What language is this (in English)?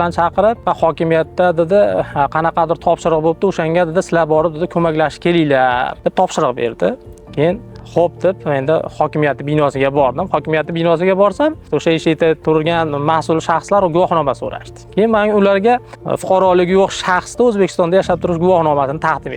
Uzbek